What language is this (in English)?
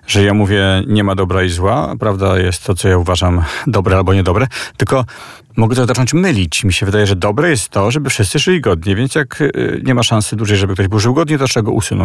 Polish